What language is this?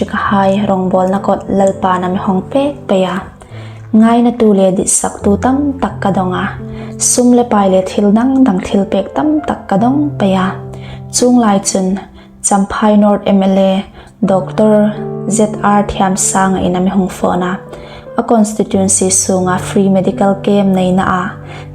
Hmar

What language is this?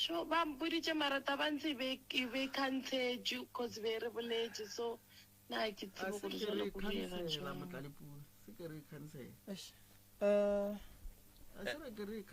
Northern Sotho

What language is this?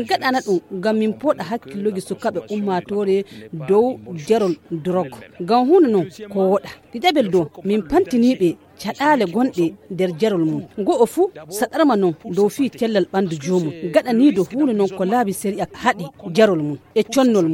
Nigerian Fulfulde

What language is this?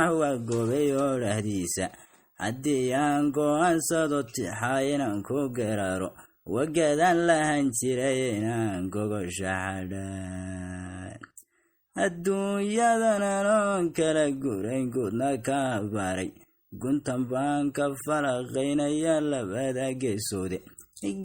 Somali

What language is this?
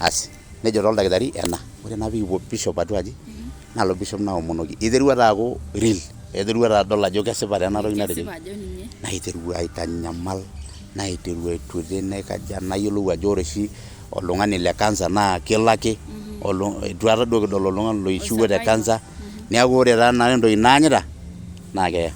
Masai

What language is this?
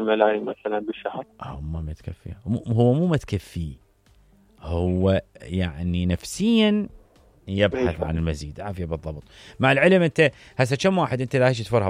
Mesopotamian Arabic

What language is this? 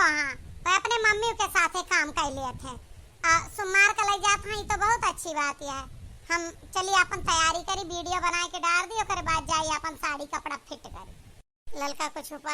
Awadhi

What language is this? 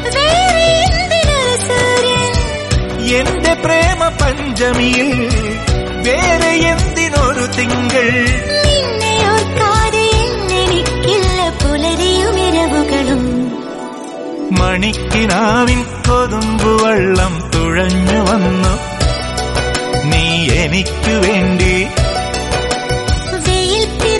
Malayalam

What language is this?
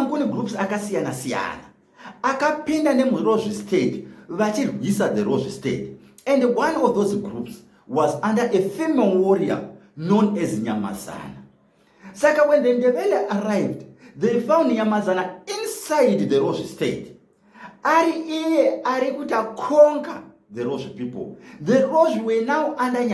Shona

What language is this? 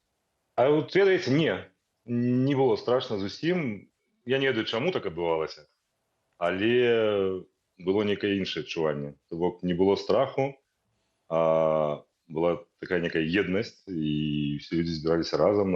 Belarusian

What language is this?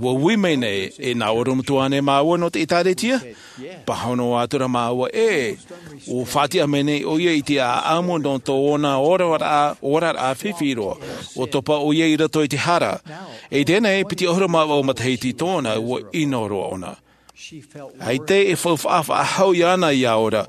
Tahitian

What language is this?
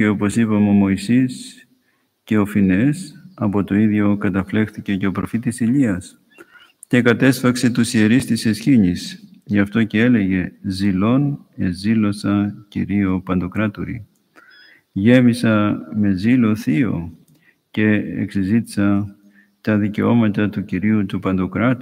Greek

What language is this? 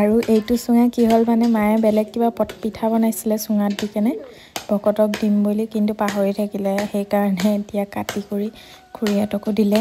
Assamese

